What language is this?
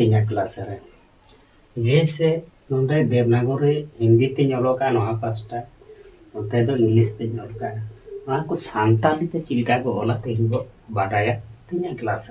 Santali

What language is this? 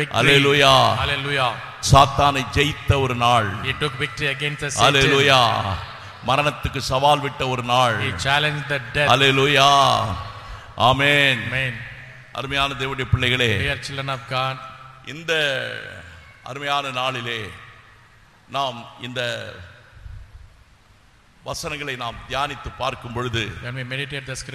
Tamil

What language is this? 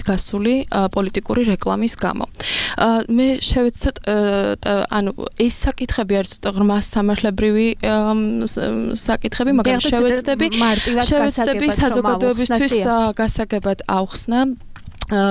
Georgian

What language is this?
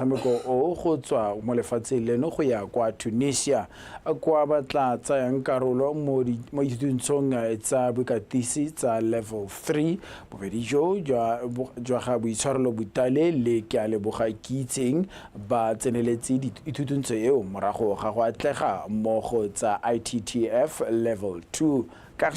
Tswana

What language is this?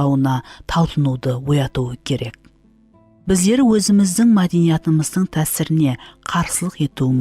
Kara-Kalpak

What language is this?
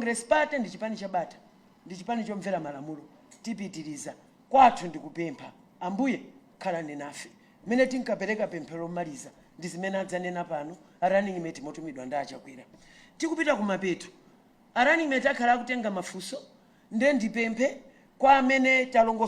Nyanja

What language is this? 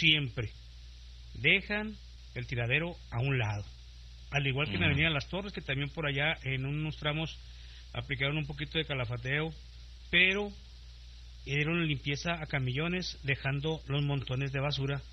Spanish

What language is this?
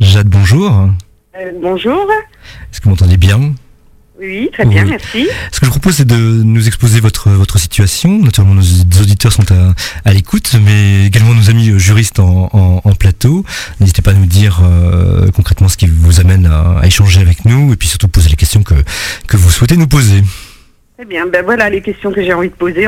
French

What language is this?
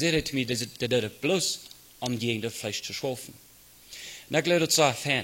Plautdietsch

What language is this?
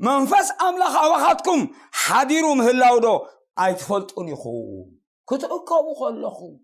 Tigrinya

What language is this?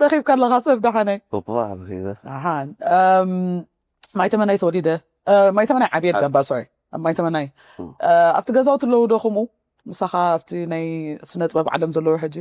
Tigrinya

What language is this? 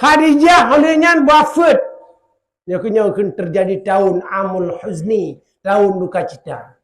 Achinese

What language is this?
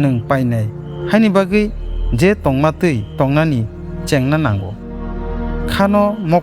Kok Borok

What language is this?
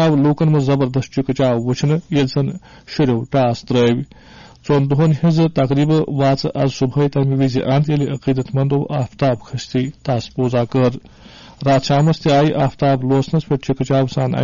Kashmiri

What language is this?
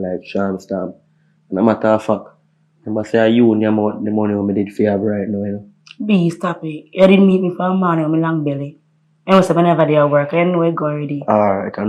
Jamaican Creole English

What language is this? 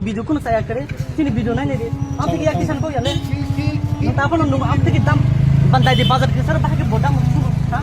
Kok Borok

